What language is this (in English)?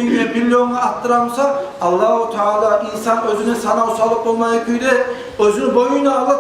Kumyk